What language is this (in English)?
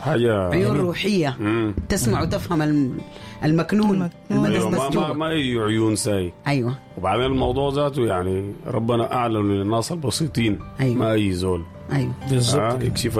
Sudanese Arabic